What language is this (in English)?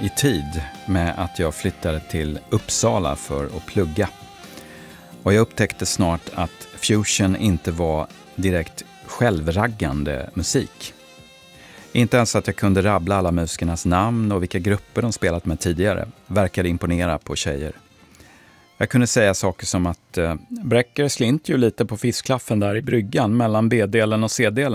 Swedish